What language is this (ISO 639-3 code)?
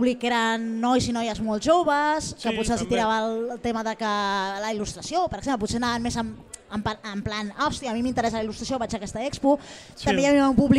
cat